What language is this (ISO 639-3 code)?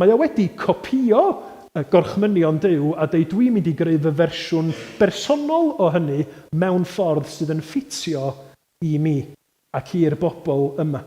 cym